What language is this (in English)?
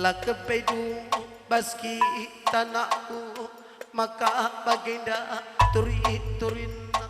Batak Karo